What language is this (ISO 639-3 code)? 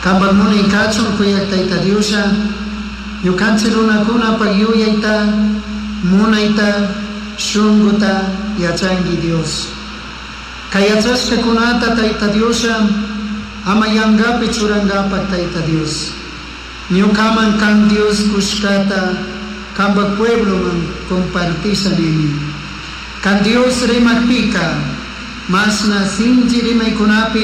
qug